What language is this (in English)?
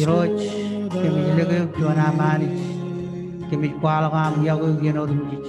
Marshallese